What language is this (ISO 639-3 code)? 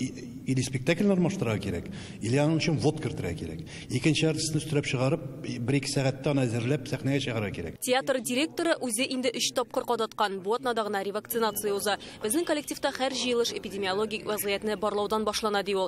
tat